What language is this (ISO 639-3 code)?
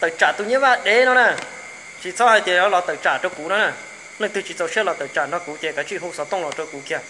hmn